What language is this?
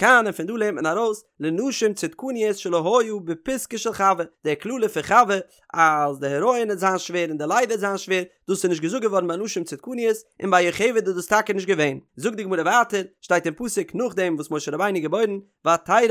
Yiddish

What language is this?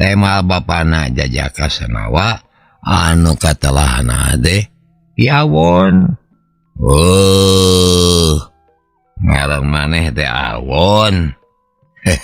Sundanese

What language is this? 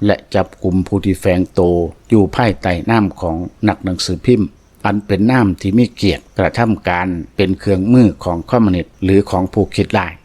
Lao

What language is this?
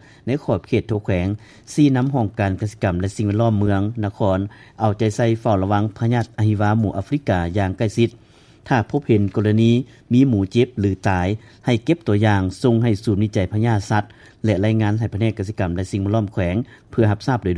Lao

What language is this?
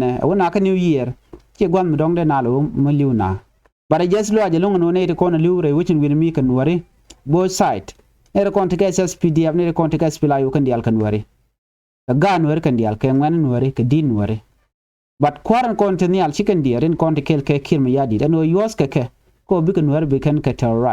Nuer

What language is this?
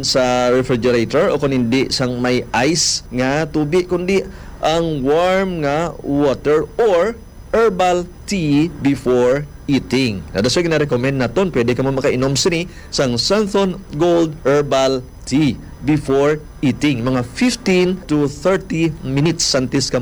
Hiligaynon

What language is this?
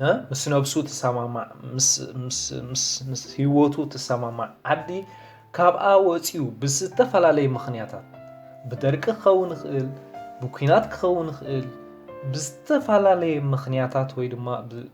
Tigrinya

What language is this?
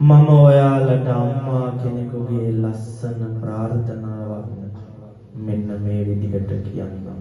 Sinhala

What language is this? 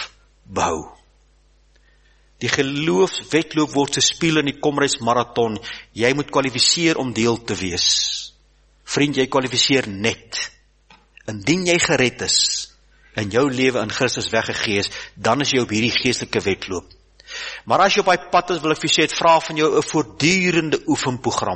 Afrikaans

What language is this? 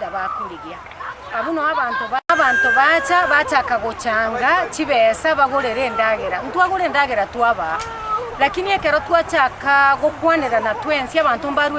Gusii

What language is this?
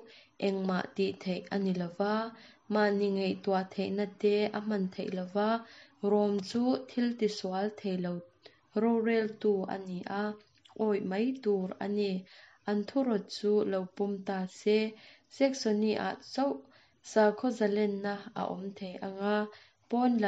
Mizo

